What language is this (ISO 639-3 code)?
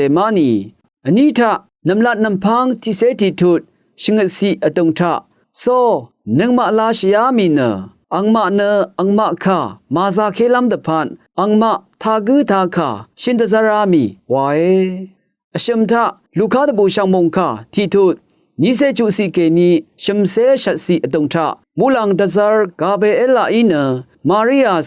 raw